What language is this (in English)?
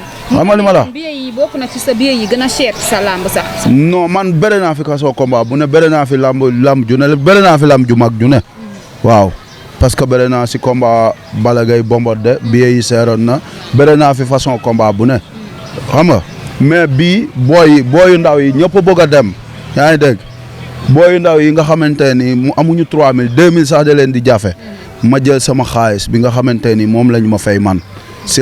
Wolof